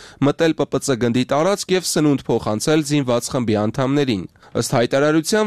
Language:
Armenian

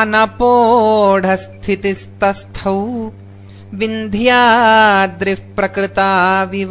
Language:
Sanskrit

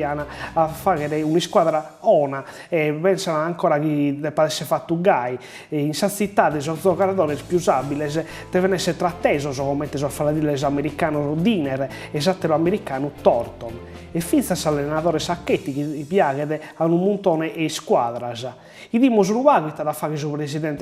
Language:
Sardinian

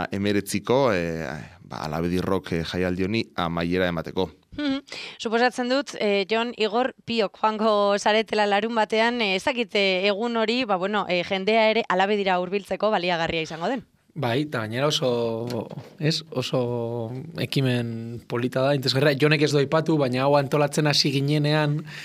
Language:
Basque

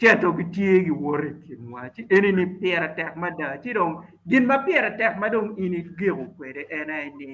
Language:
Acoli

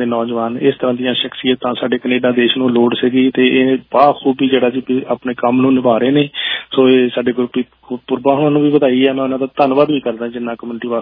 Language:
Punjabi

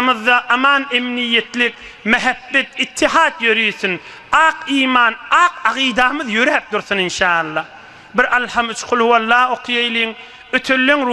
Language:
Turkmen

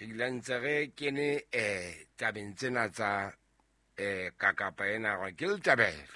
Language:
Southern Sotho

